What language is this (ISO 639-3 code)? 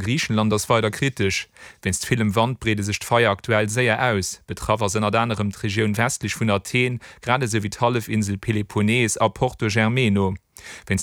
ltz